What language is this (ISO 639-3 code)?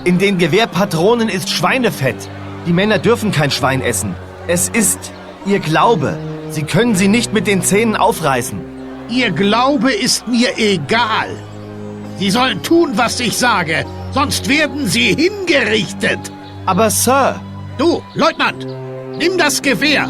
bar